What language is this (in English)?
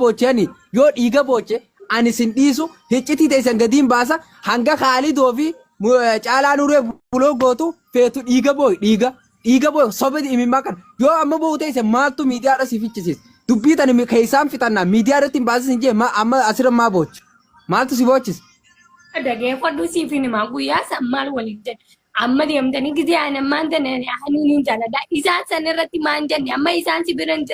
Oromo